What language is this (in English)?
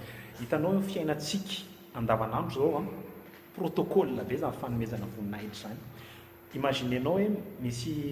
Malagasy